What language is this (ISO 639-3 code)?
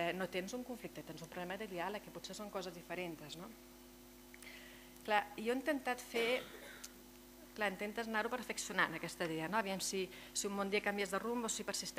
cat